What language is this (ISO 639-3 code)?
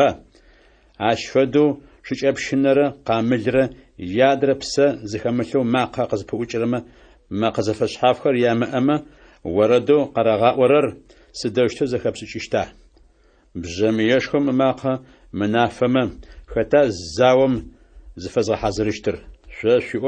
ady